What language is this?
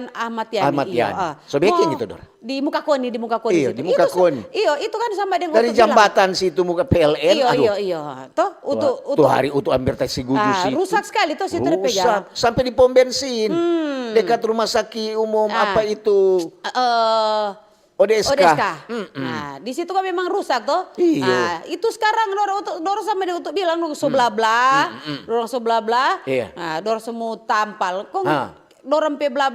Manado Malay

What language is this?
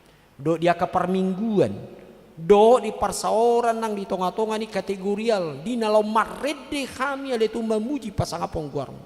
Batak Toba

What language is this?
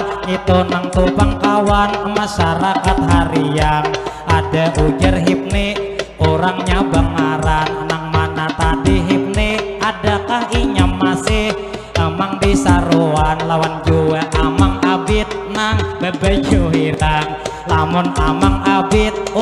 Banjar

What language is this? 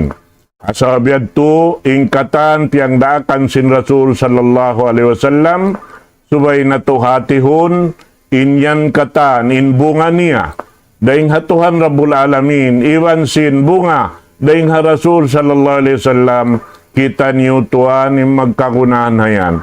Tausug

